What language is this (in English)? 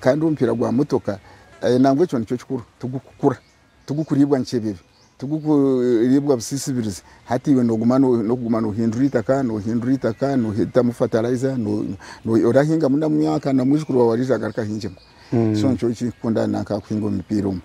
Nyankole